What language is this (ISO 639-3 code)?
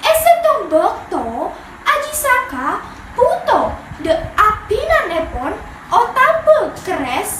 mad